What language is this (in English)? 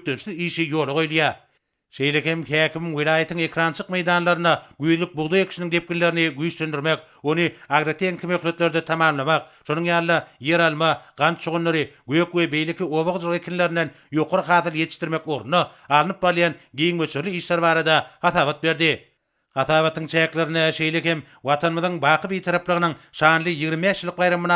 Turkmen